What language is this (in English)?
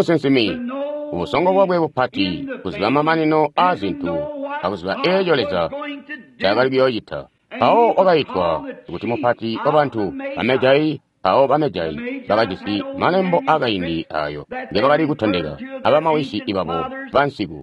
Tonga (Zambia)